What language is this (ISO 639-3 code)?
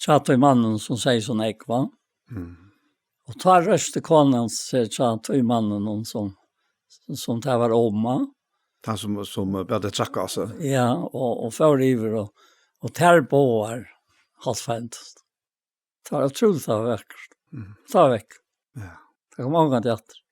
fao